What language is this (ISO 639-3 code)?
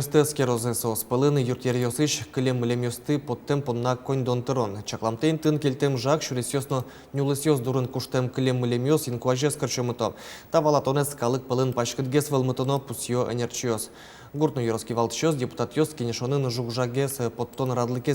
udm